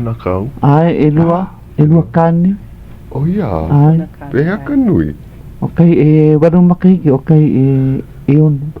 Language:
Hawaiian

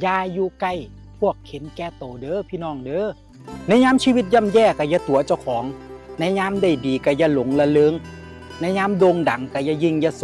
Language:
Northeastern Thai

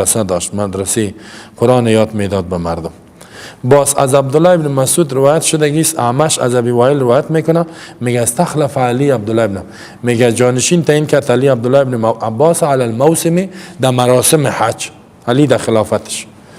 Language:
Persian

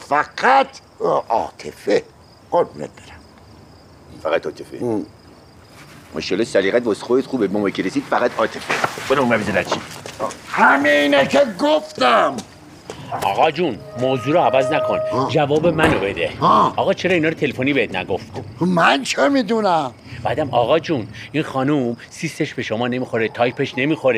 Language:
Persian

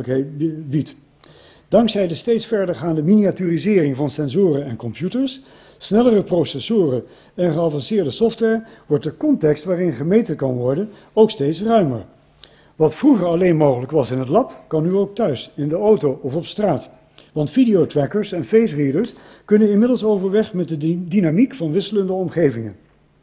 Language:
Dutch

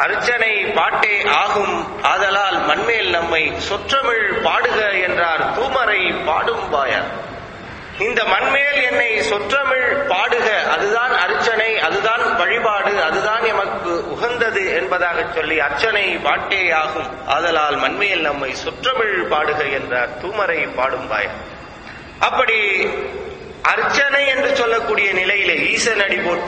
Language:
Tamil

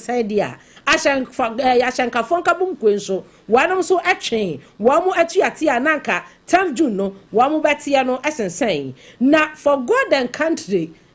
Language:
Akan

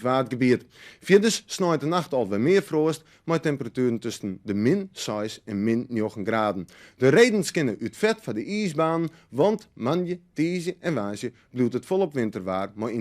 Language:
Western Frisian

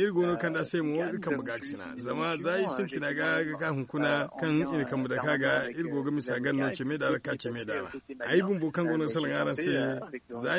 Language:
Zarma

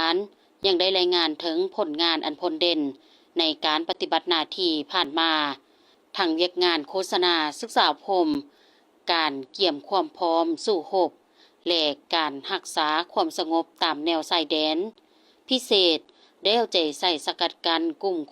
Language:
Lao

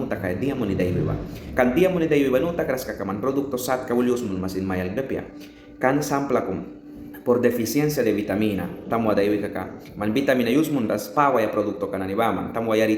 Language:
Mískito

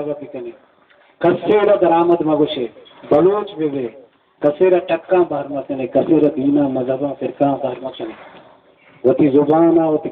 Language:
Baluchi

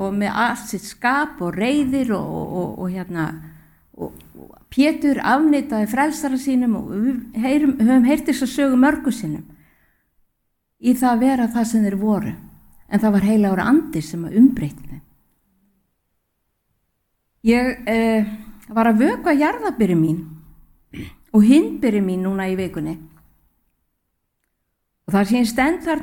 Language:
Icelandic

